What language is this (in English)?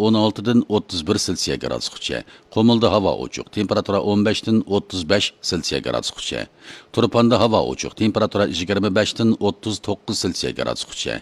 Uyghur